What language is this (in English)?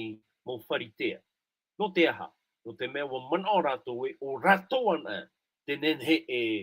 Tahitian